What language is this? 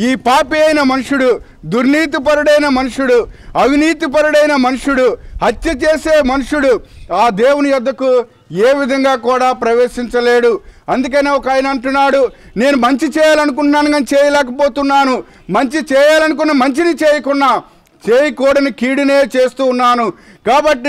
Telugu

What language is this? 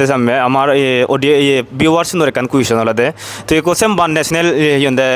Chakma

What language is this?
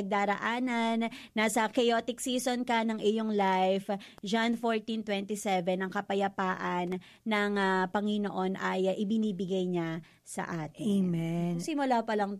Filipino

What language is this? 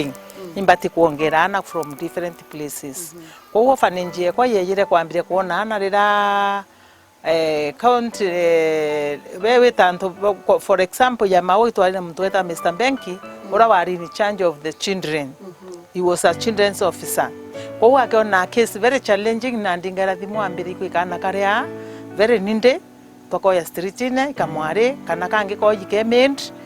Meru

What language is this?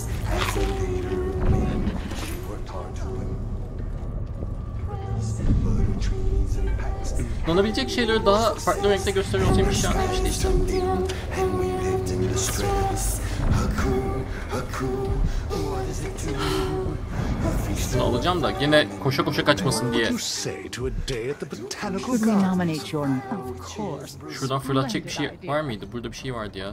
Turkish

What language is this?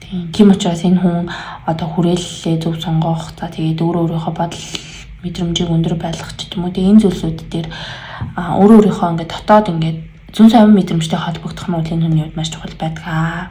Mongolian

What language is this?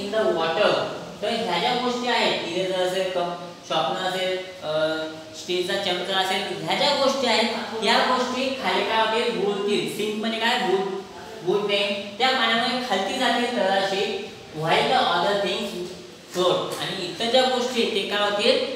Marathi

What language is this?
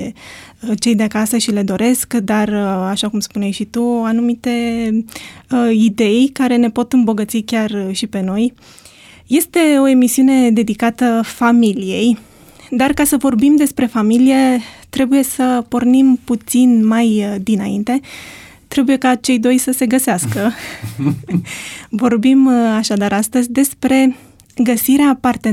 Romanian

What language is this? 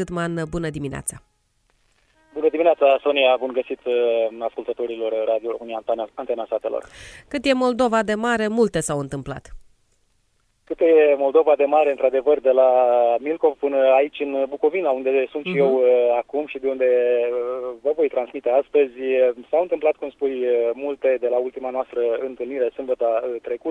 Romanian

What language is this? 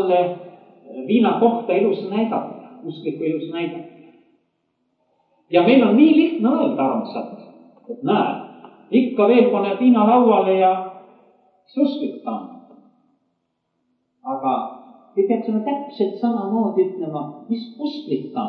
Estonian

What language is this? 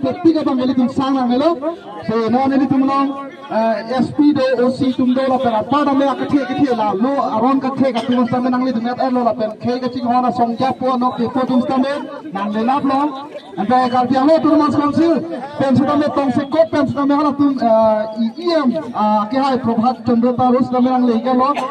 Karbi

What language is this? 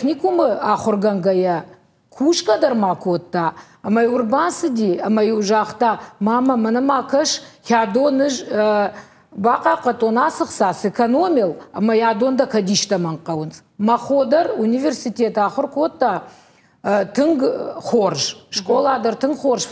Ossetic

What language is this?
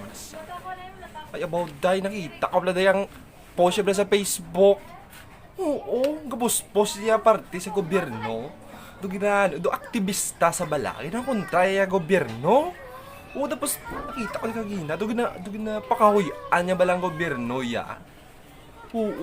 Hiligaynon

